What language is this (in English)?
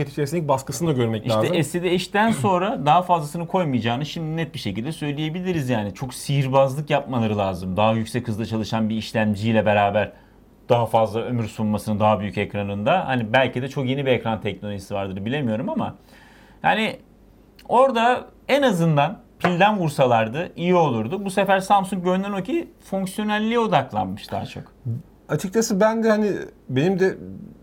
Turkish